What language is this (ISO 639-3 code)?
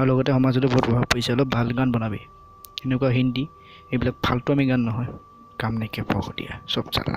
asm